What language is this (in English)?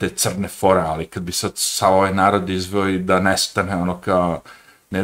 Serbian